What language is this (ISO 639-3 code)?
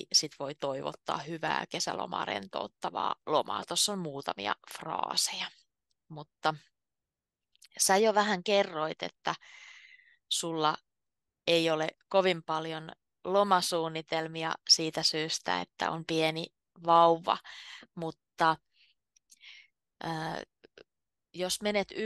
fin